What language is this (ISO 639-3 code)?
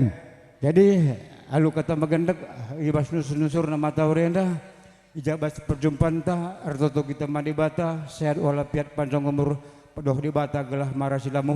btx